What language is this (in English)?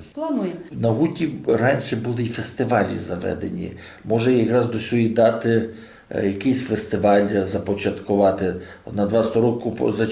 Rusyn